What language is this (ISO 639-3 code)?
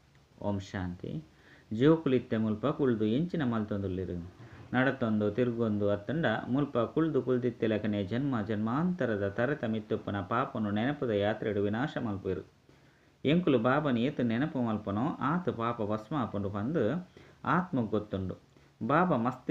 tcy